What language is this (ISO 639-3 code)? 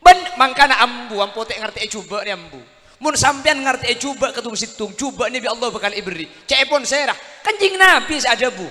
mad